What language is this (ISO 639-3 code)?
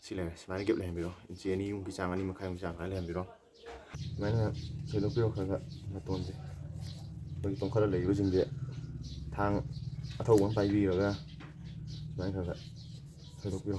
mni